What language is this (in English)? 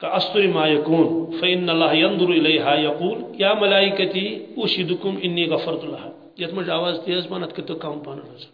Kashmiri